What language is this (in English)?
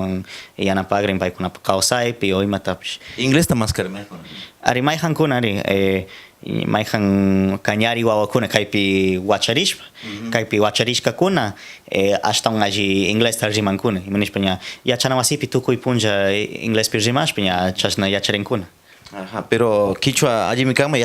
Cañar Highland Quichua